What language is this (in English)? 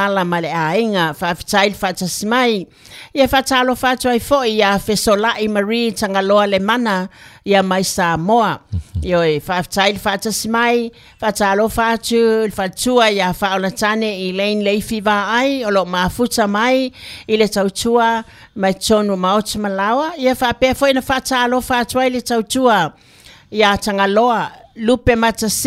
Samoan